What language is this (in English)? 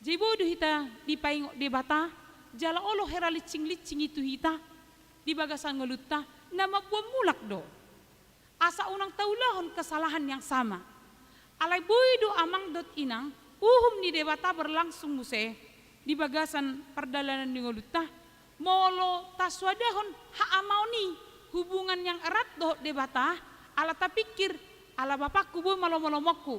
Batak Toba